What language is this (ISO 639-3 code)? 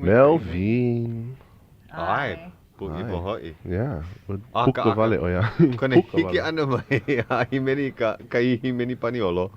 haw